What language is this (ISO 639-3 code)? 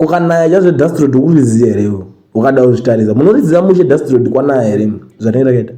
sna